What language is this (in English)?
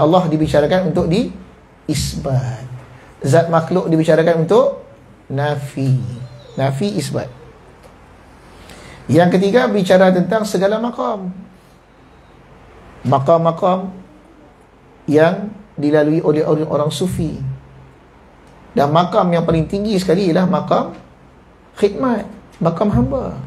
Malay